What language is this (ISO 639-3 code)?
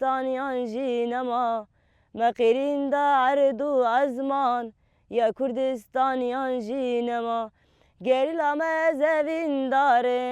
kur